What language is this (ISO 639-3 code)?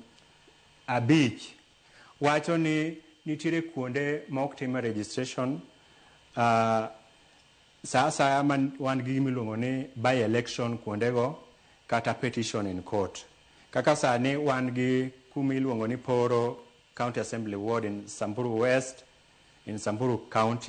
luo